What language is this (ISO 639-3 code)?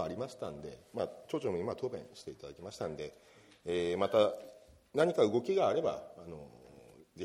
jpn